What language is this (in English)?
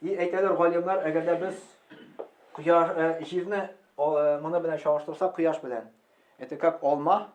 Tatar